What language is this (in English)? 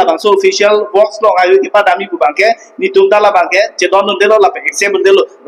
Karbi